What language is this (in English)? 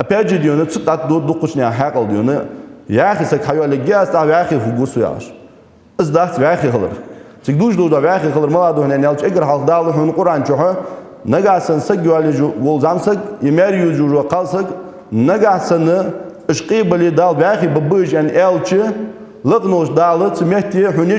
Ingush